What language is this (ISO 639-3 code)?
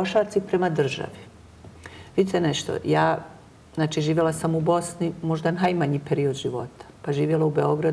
bos